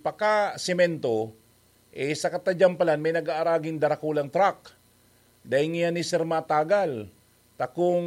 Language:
Bikol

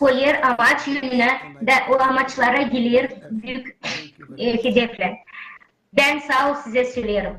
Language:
Gagauz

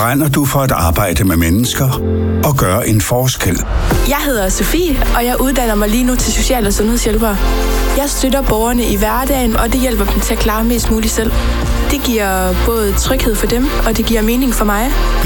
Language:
Danish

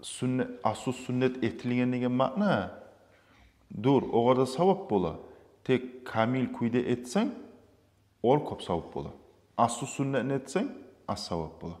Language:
Kumyk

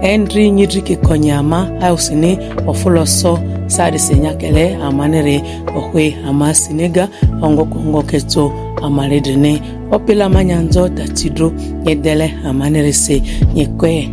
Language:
Ma'di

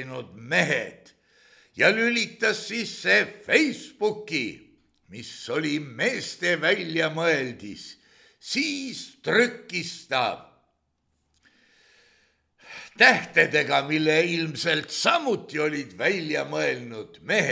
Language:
Estonian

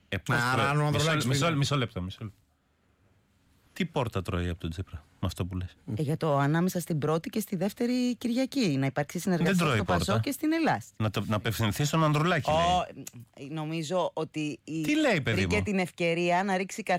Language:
Greek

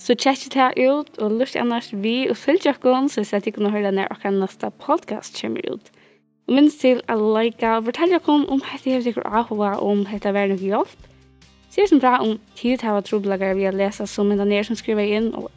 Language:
Faroese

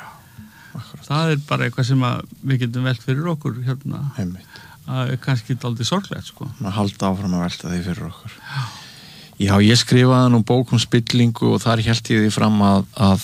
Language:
Icelandic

